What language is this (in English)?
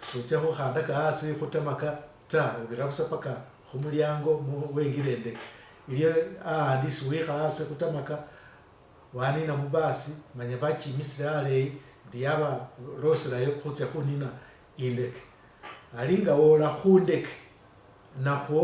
Masaaba